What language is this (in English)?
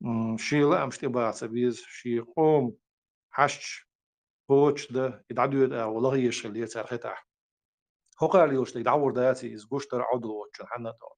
Chechen